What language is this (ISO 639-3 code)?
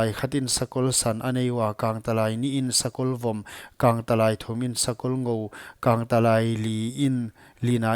pck